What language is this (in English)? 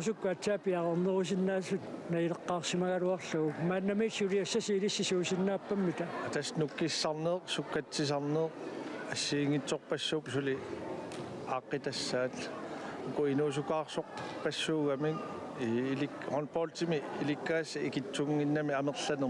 Kalaallisut